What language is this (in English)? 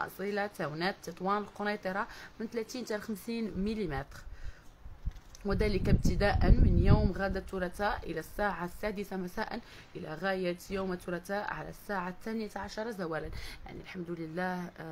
Moroccan Arabic